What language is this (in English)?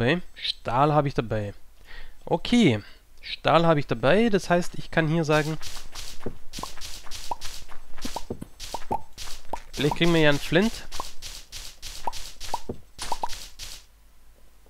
German